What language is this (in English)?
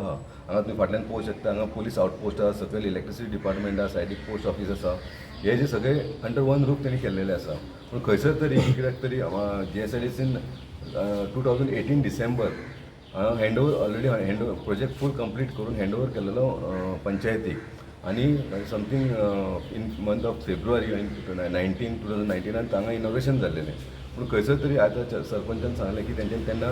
Konkani